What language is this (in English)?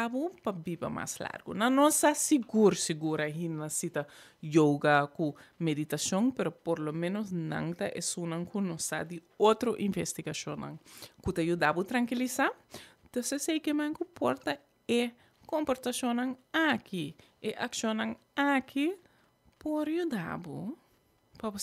Papiamento